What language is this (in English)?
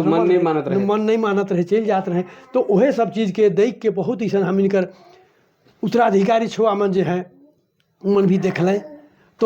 Sadri